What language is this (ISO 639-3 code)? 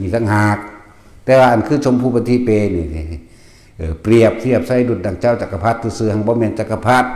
tts